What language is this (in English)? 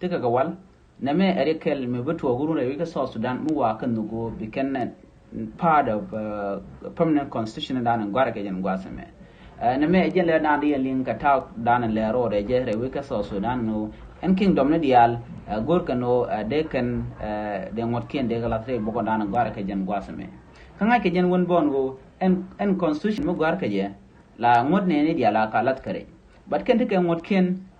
Nuer